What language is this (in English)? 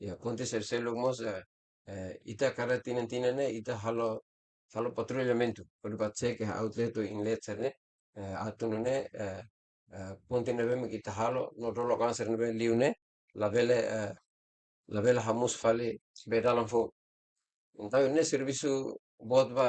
Tetum